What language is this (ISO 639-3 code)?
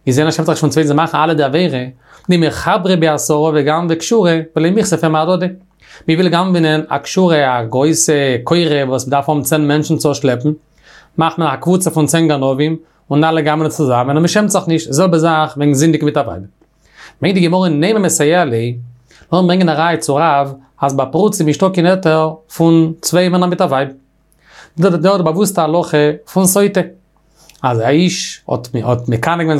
yid